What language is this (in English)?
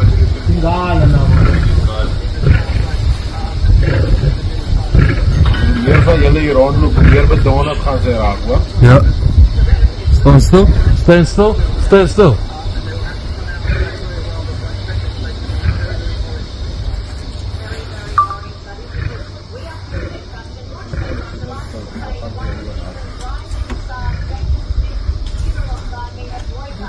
Afrikaans